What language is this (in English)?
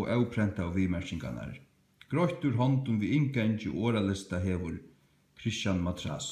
Faroese